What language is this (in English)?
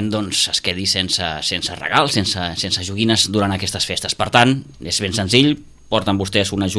Catalan